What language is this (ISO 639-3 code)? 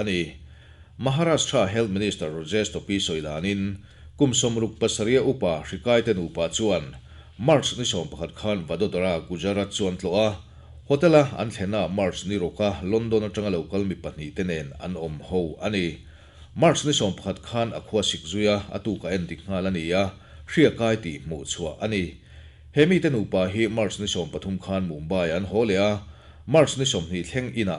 lus